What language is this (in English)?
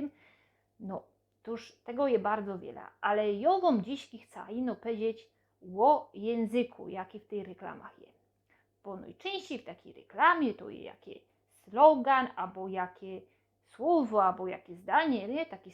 Silesian